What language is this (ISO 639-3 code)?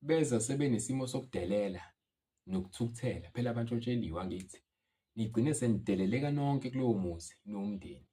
zul